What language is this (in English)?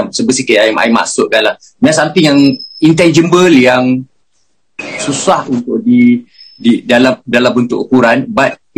Malay